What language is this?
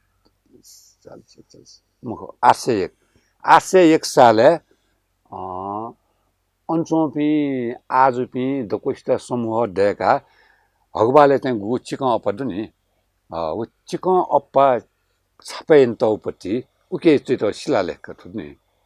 Newari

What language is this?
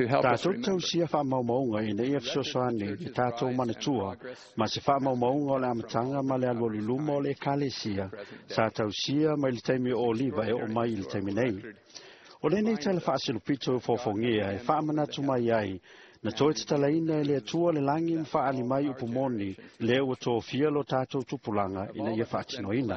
Samoan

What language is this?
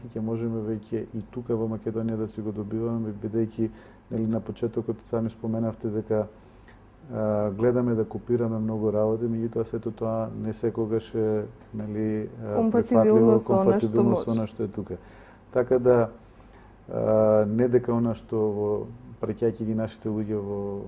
Macedonian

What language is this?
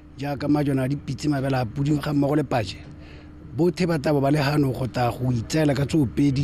Tswana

